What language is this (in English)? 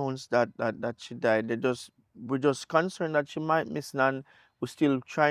Jamaican Creole English